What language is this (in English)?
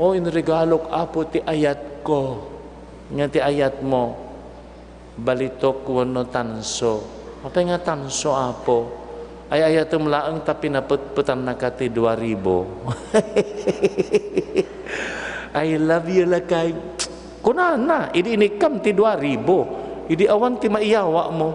Iloko